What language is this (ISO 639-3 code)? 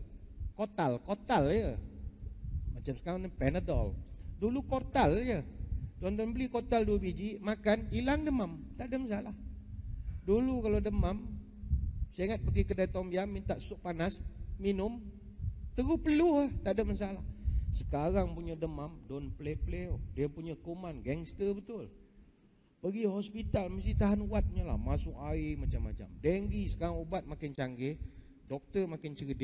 msa